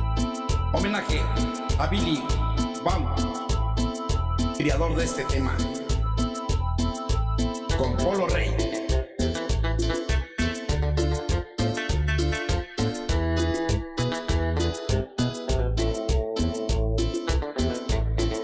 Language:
Spanish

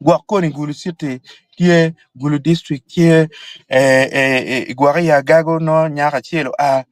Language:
Acoli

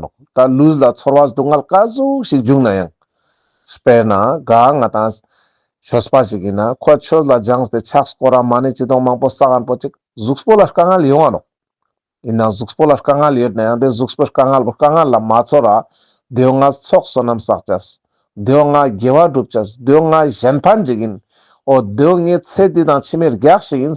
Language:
Ladakhi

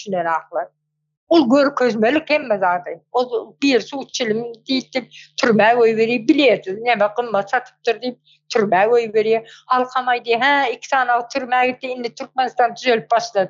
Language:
Turkmen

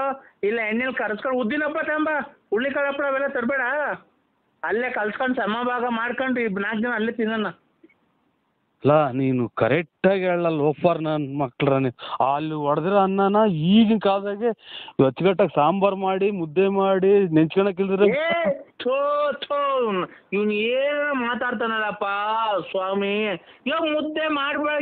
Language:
Kannada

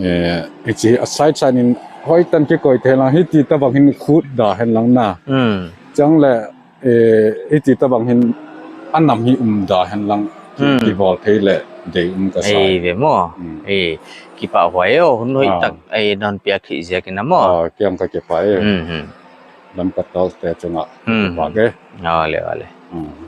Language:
Paite Chin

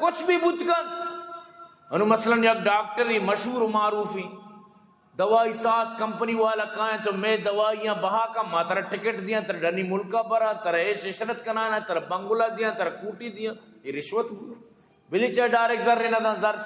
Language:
Eastern Balochi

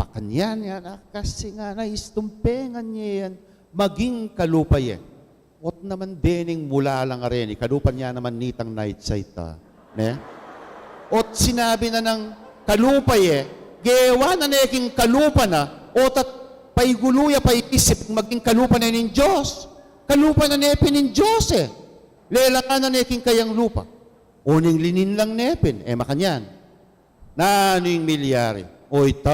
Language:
Pampanga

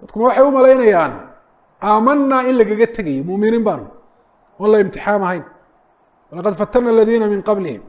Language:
Somali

